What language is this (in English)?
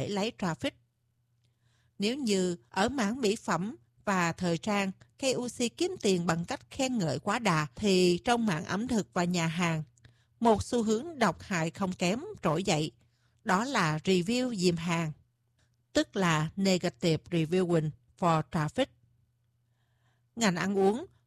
Vietnamese